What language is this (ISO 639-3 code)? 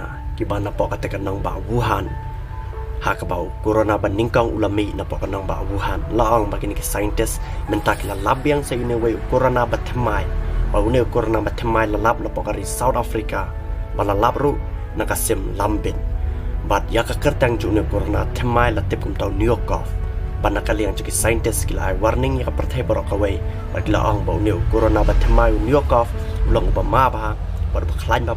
kha